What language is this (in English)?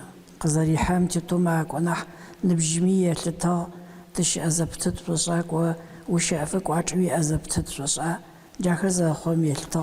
Adyghe